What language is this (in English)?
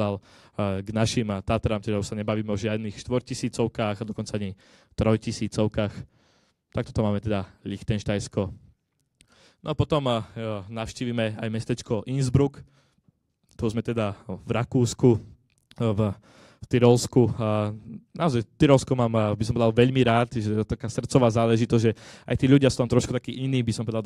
Slovak